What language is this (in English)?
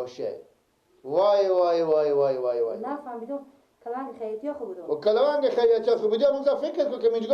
Persian